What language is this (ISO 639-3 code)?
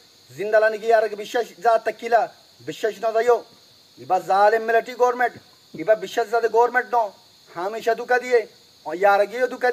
rhg